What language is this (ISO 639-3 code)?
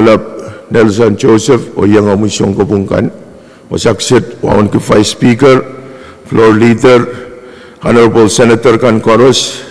pon